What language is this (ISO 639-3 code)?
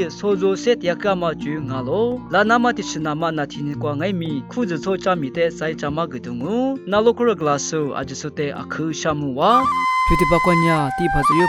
lis